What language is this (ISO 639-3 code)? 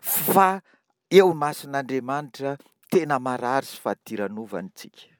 mlg